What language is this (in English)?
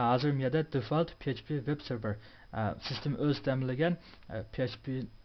Uyghur